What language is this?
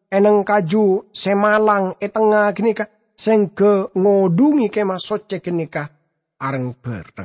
Madurese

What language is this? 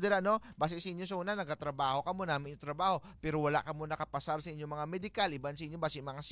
Hiligaynon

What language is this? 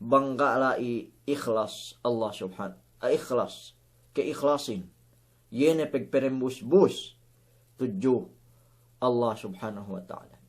Yakan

